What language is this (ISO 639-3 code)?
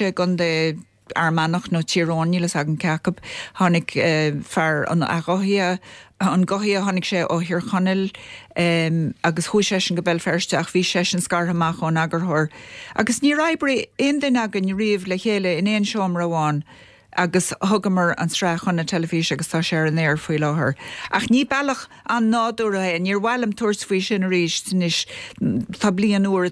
gle